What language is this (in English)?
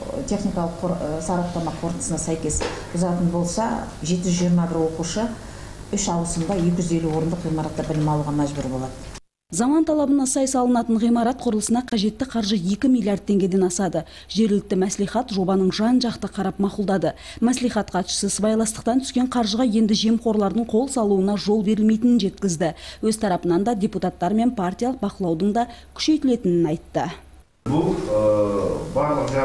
Kazakh